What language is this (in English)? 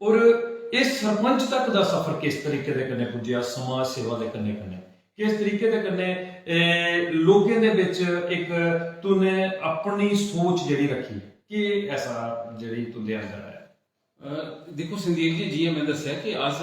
Dogri